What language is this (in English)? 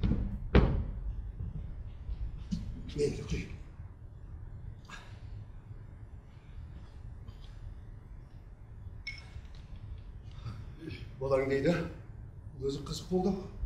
Kazakh